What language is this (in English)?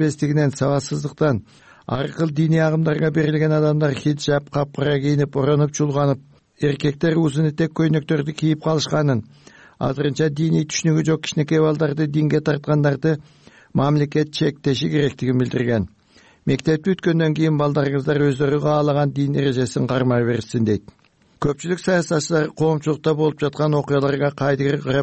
Kyrgyz